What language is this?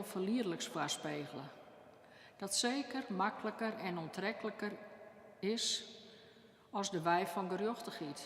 Western Frisian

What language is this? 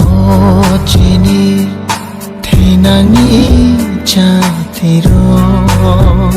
Kok Borok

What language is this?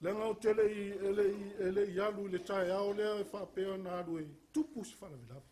Samoan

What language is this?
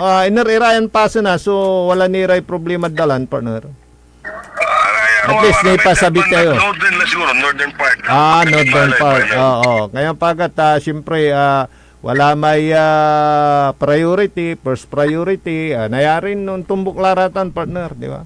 Pangasinan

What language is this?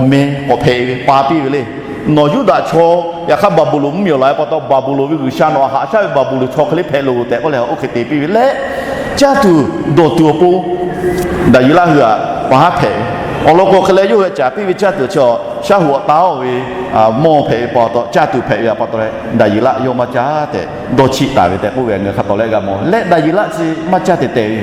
Lahu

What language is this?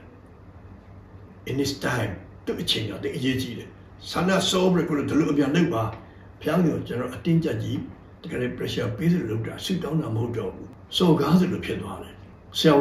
Burmese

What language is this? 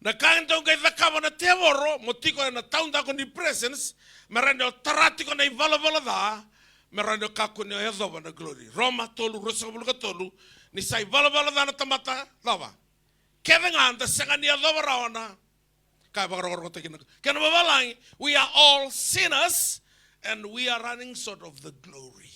Fijian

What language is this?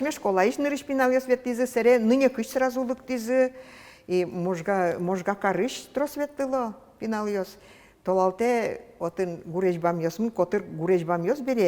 Udmurt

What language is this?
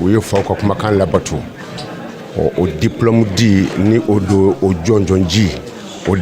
Bambara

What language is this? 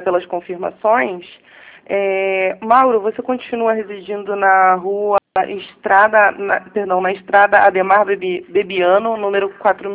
Portuguese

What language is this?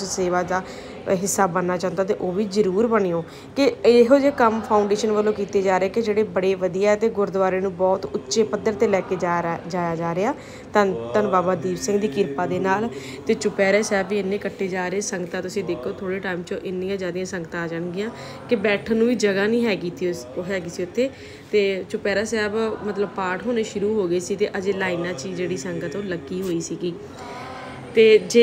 Punjabi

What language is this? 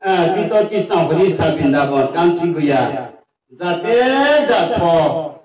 Riang (India)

